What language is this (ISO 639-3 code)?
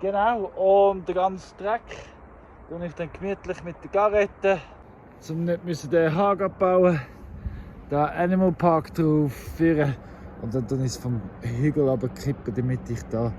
gsw